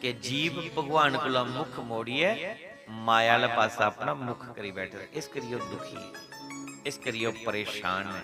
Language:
Dogri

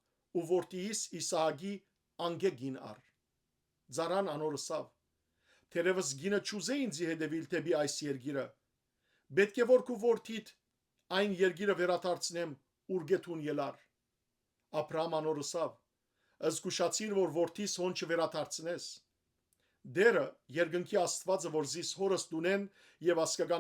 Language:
Western Armenian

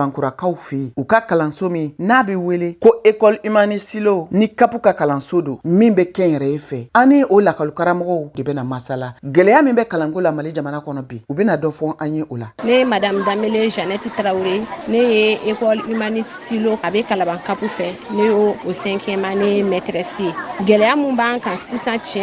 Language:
Bambara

